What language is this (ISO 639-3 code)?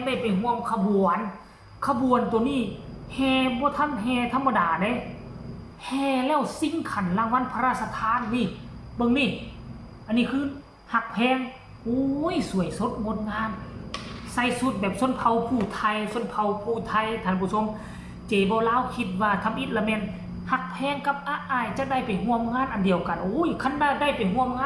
tts